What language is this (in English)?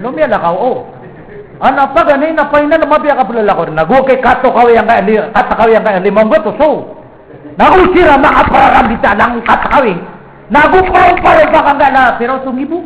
Maranao